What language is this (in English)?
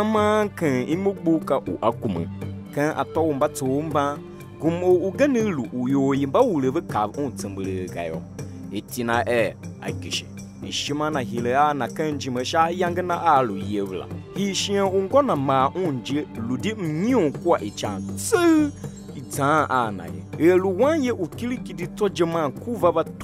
Tiv